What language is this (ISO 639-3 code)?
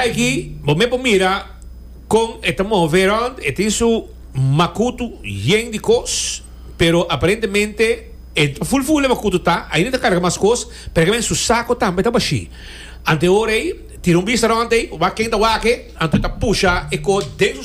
pap